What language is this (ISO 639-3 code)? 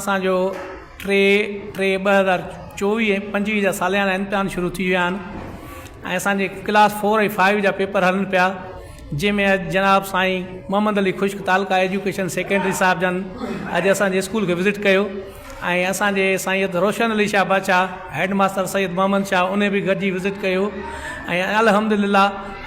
snd